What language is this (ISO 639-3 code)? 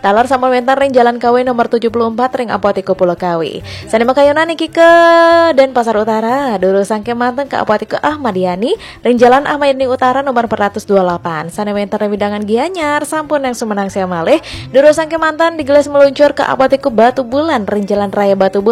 ban